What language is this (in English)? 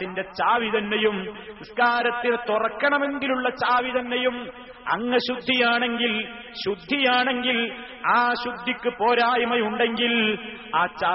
Malayalam